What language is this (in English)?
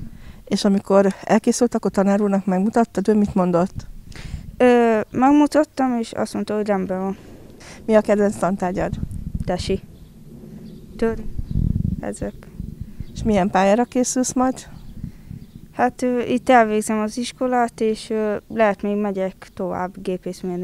Hungarian